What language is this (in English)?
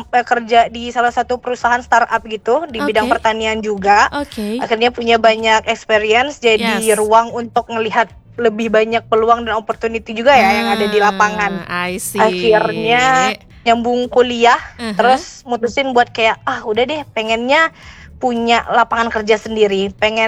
Indonesian